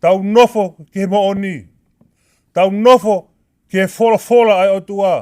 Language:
Tongan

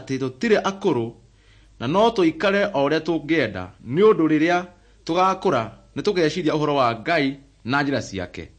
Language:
Kikuyu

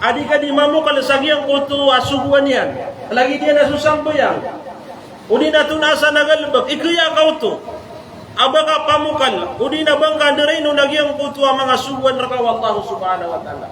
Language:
Maranao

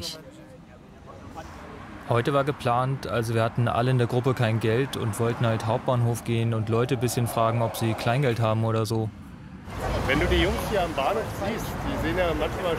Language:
German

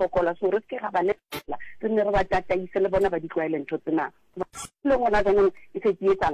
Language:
Southern Sotho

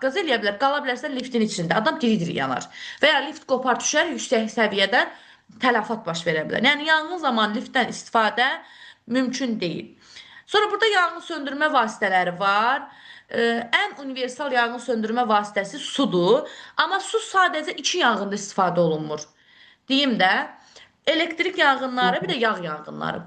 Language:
Azerbaijani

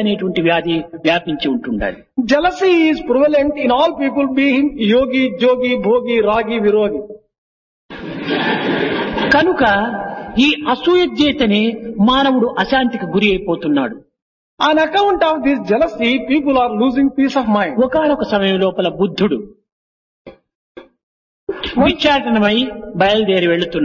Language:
Telugu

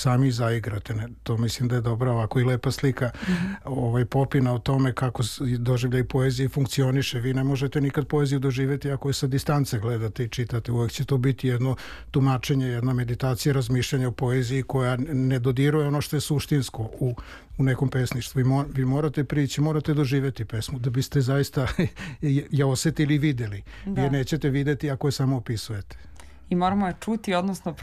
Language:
Serbian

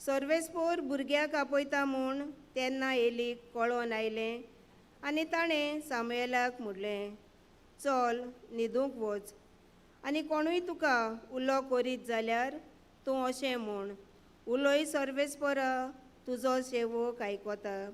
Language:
Konkani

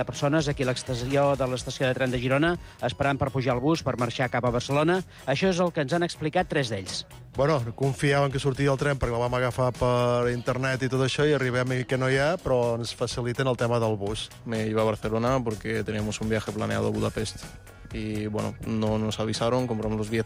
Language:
Catalan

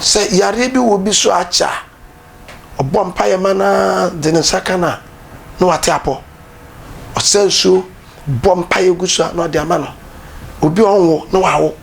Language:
Akan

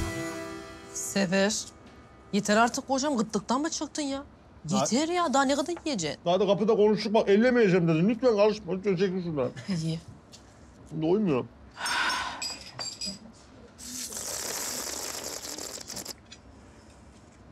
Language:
Turkish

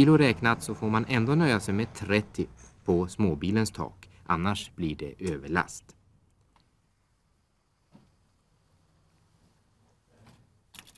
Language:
Swedish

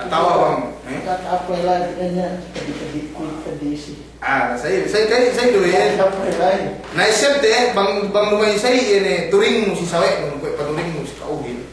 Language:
Yakan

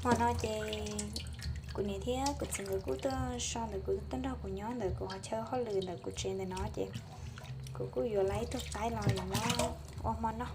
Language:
Hmong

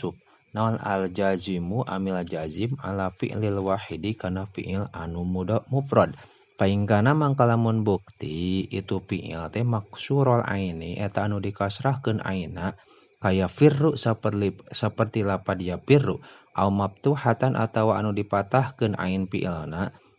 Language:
Sundanese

